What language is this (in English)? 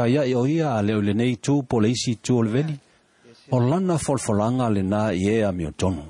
Samoan